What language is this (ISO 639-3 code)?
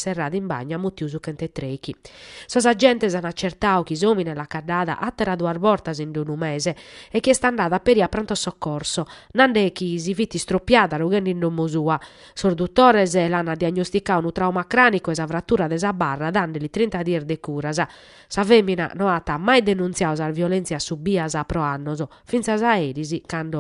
srd